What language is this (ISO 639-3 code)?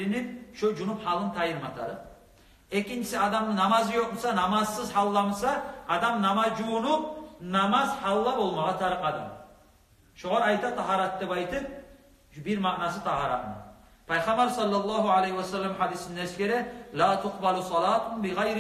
kum